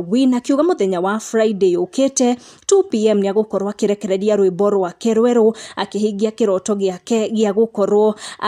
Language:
Kikuyu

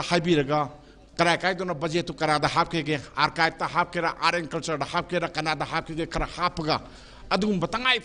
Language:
Manipuri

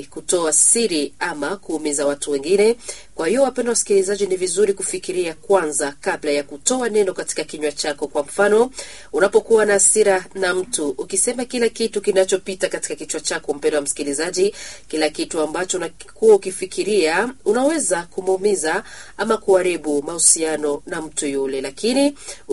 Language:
Swahili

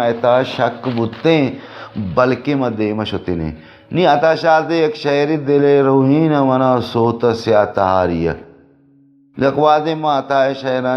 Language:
Baluchi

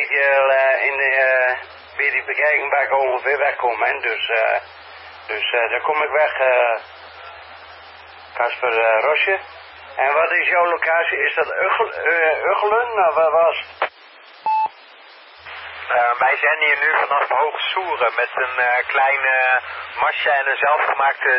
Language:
Dutch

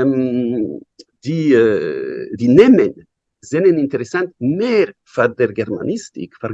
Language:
Yiddish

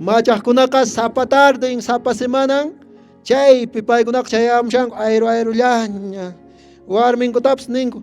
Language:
Quechua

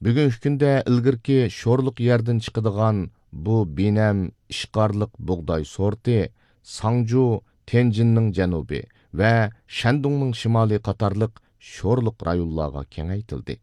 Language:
Uyghur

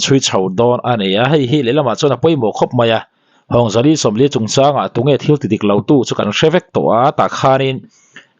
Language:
Mizo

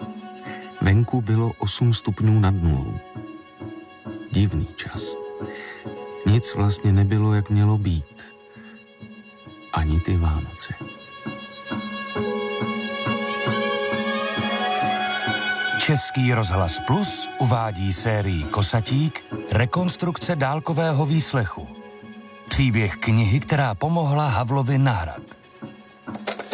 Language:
Czech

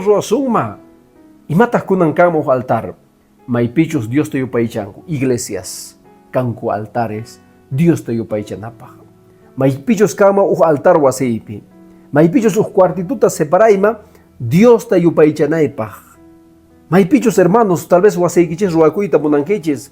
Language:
Quechua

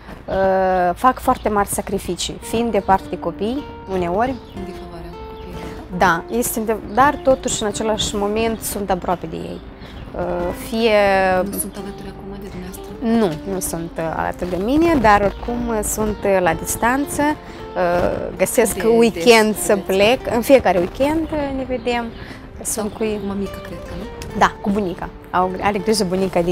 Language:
Romanian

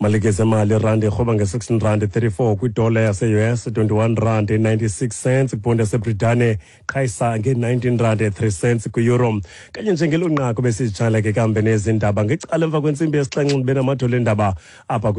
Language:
Xhosa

